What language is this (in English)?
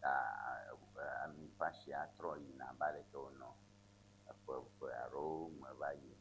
Ewe